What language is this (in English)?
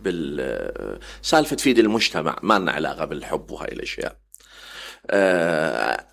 Mesopotamian Arabic